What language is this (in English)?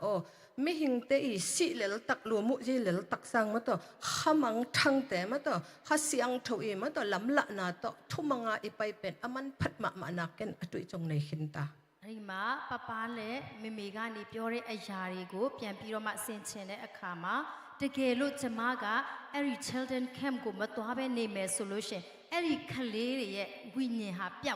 Tedim Chin